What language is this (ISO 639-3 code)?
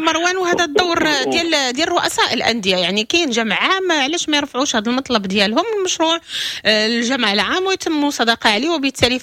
ary